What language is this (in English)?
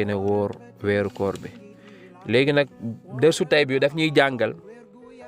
Wolof